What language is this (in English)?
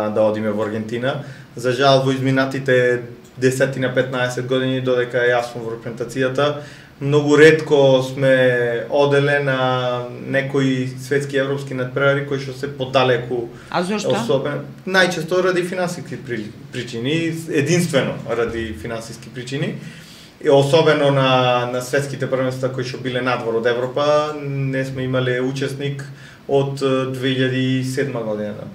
Macedonian